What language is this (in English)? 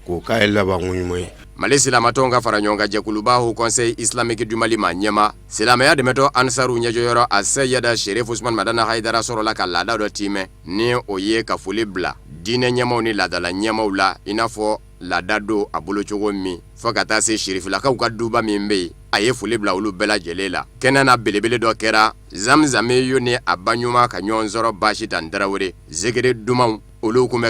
Bambara